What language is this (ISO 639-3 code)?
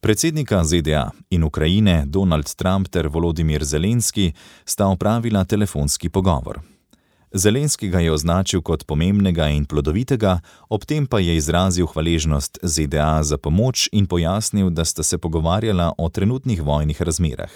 slv